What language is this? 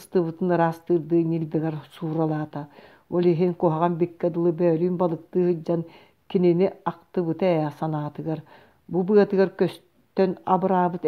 Yakut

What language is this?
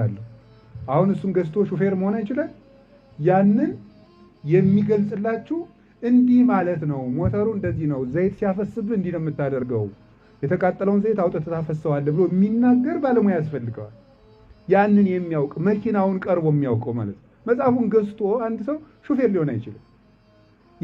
Amharic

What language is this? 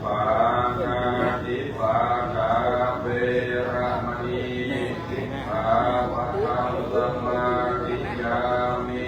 Pali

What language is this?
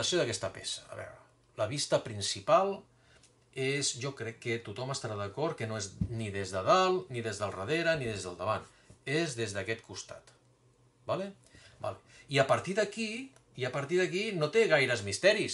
Catalan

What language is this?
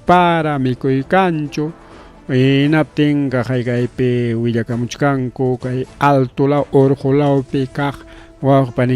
Ayacucho Quechua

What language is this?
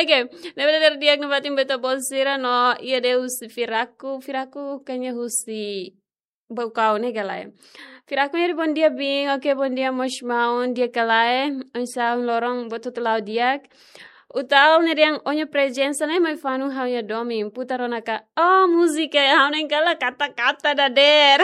Tetum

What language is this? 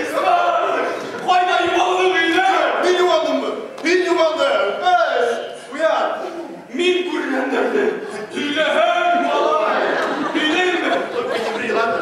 Bashkir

